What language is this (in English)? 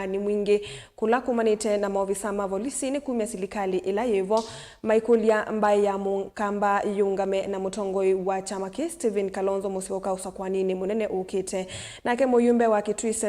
Kamba